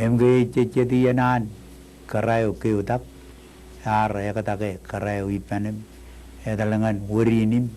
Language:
Marshallese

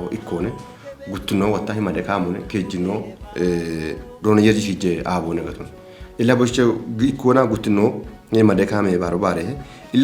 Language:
Kafa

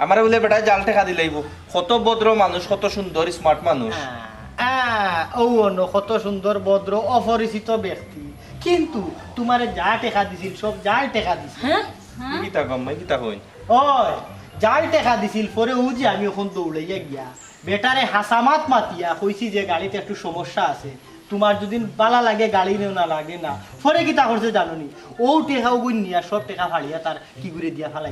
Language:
Sylheti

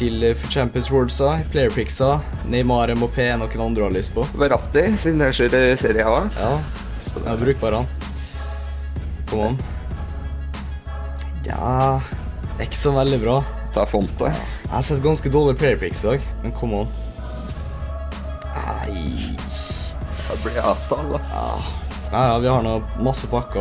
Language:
Norwegian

